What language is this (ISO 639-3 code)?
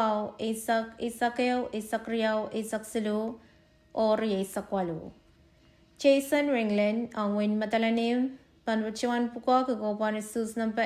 pon